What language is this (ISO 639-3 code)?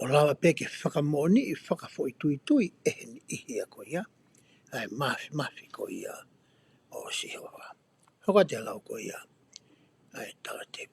ton